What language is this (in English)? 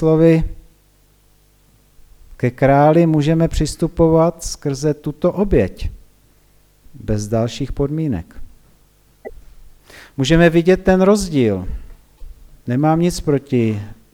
Czech